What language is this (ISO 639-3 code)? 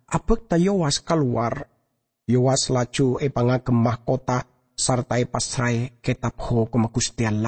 mad